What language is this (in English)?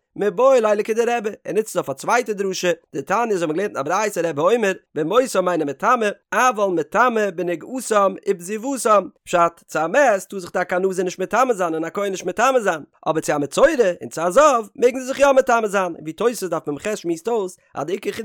Yiddish